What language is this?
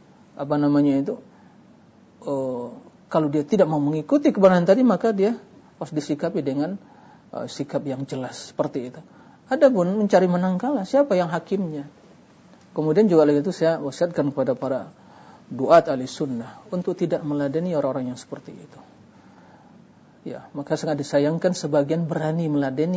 Indonesian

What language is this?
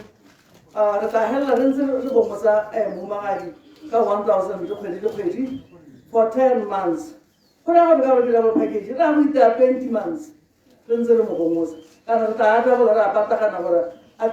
Tswana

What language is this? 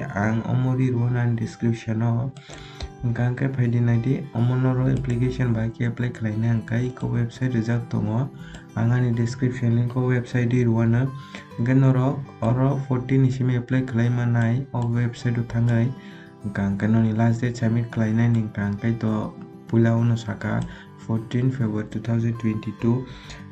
Kok Borok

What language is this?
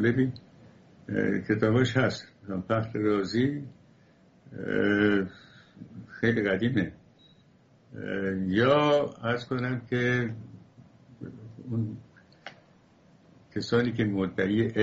Persian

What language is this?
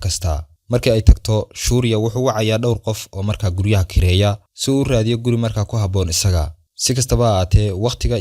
Somali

